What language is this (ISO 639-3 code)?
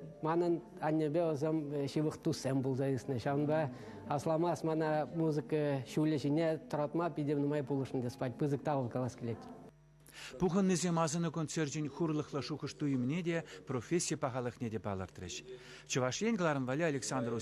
chv